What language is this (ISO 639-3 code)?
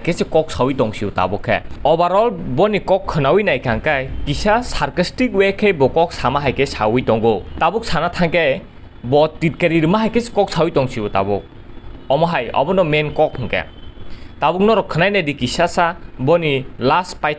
trp